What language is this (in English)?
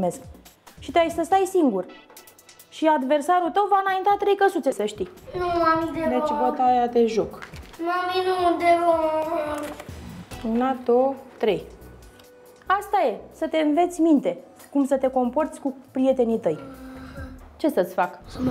Romanian